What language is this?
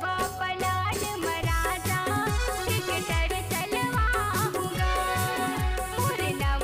Chhattisgarhi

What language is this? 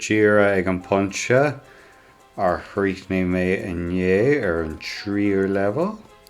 Irish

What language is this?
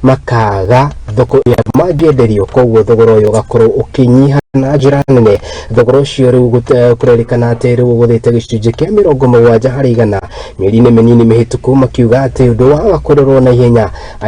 Kikuyu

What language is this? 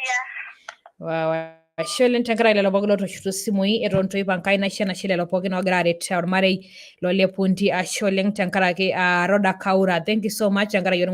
Masai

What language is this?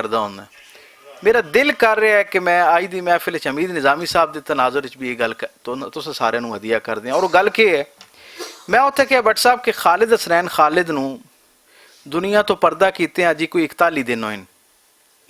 Western Panjabi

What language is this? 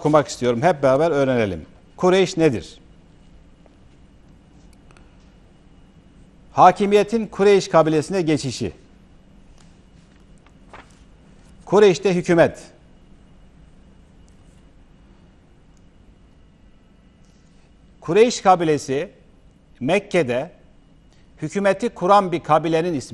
Turkish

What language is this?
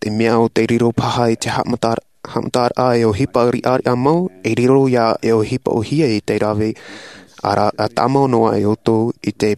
Tahitian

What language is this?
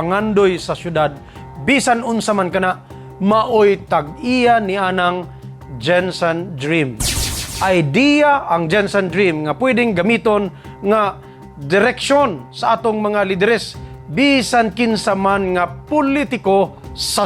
Cebuano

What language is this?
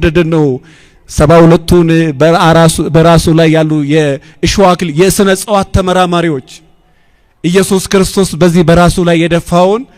Amharic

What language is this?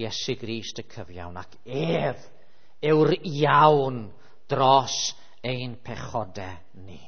Welsh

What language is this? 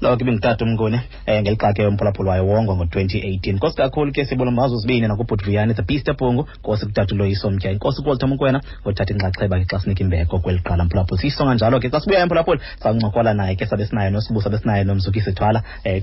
Xhosa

